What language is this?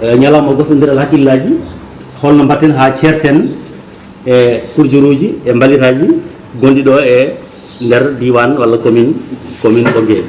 Fula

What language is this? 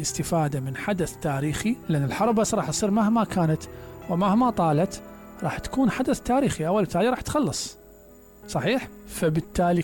Mesopotamian Arabic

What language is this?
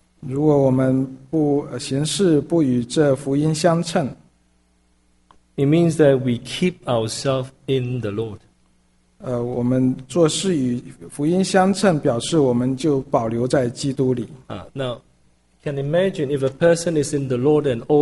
Chinese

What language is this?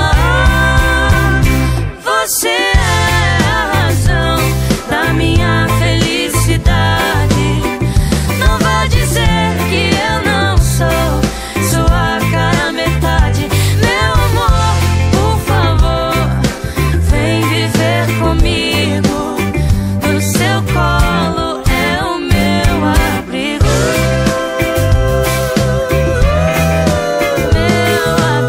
Portuguese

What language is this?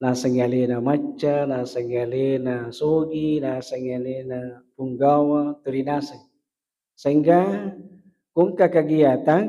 Buginese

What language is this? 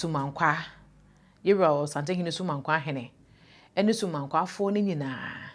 Akan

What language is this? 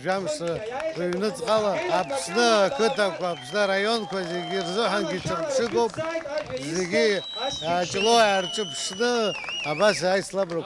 Abkhazian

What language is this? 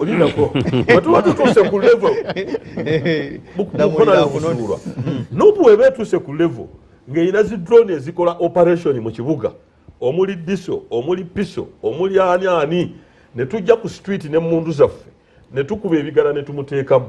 Ganda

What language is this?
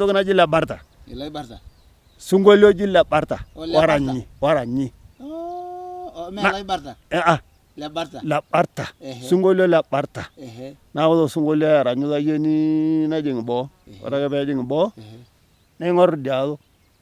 Masai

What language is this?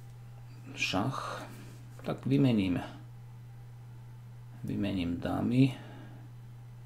Slovak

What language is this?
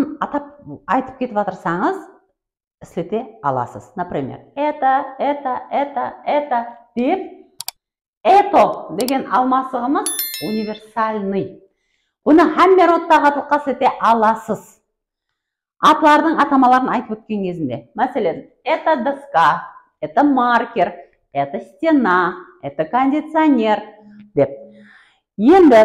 Kara-Kalpak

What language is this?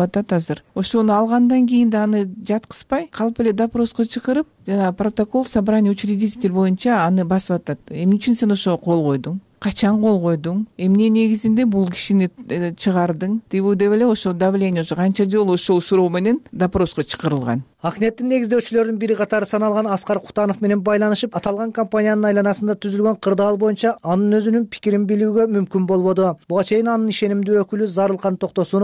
Kyrgyz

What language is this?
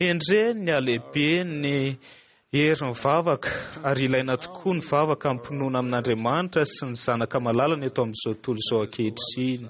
Malagasy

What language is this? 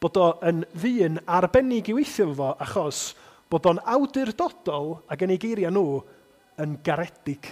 Welsh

